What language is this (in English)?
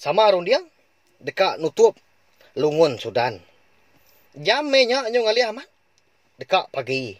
Iban